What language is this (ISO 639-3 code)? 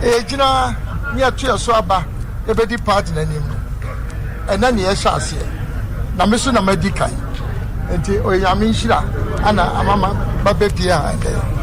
aka